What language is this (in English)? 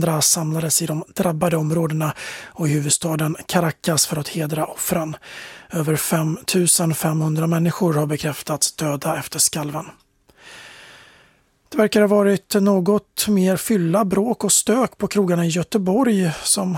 Swedish